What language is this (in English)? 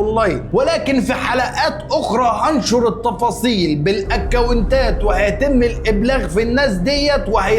Egyptian Arabic